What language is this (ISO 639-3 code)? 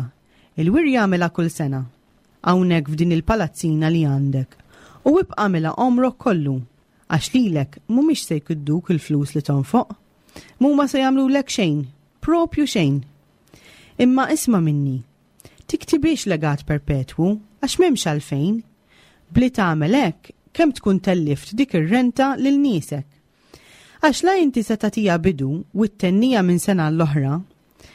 mlt